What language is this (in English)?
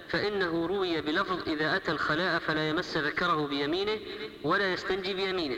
Arabic